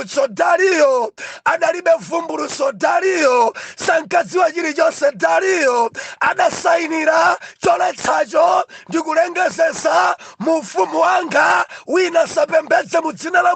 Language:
Nyanja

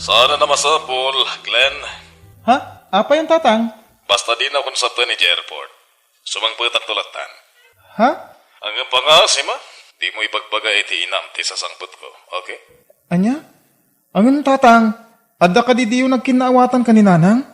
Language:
Iloko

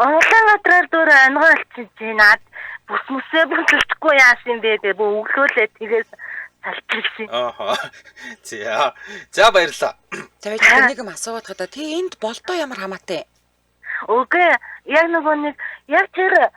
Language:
Mongolian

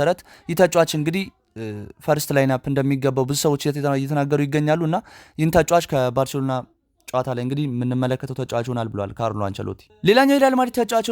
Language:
Amharic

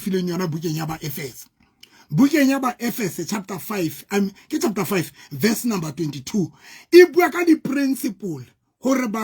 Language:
Southern Sotho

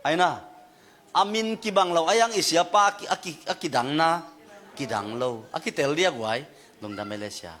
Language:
Tedim Chin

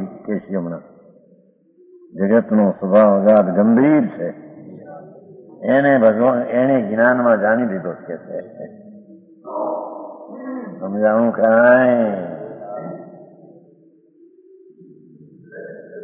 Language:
Gujarati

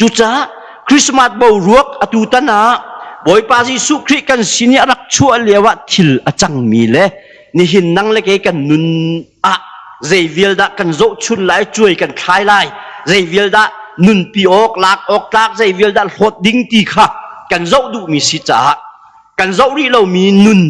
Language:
Hakha Chin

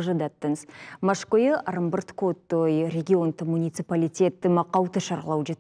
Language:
Ossetic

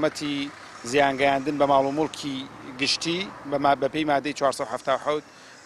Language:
Central Kurdish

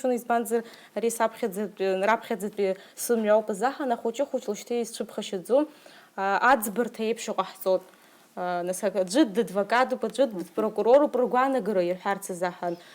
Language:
Abkhazian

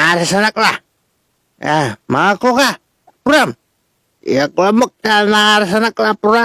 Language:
Pangasinan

